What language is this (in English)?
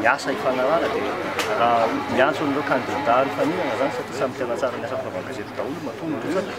Malagasy